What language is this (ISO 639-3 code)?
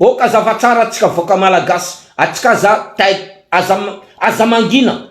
mlg